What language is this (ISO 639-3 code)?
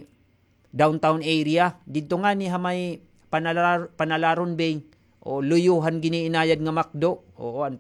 war